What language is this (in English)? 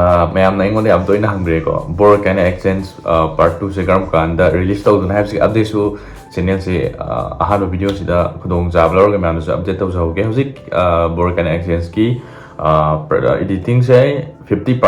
Manipuri